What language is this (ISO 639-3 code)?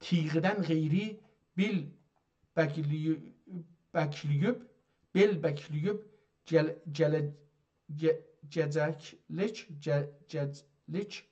azb